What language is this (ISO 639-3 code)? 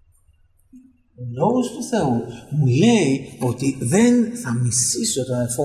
ell